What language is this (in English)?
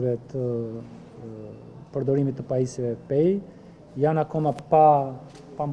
Albanian